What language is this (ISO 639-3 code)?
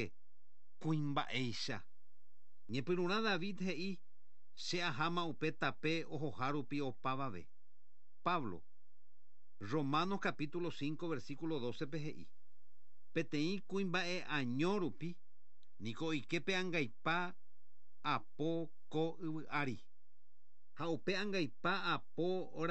grn